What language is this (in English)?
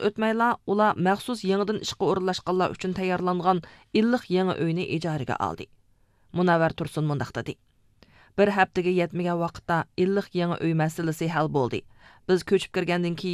Uyghur